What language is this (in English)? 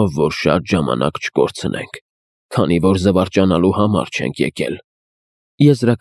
Armenian